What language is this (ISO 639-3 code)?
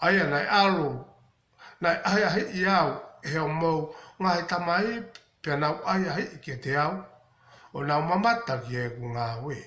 ton